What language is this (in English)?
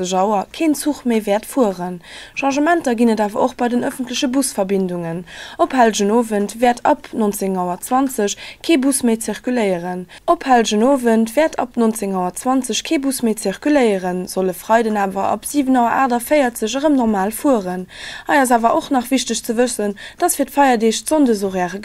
Luxembourgish